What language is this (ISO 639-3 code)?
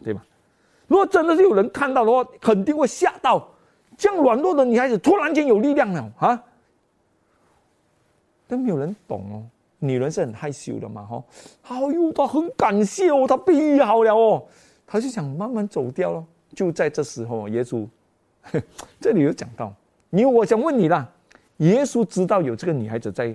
zho